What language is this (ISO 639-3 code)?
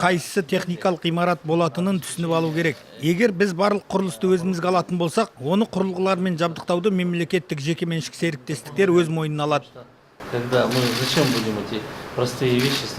kaz